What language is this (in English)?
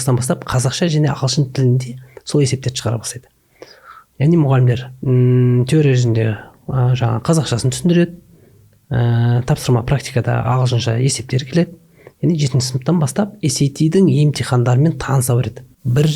Kazakh